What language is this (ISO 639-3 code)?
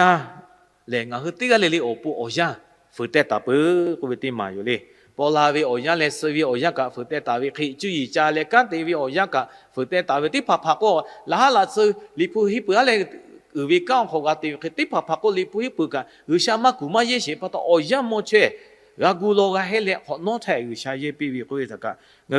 lhu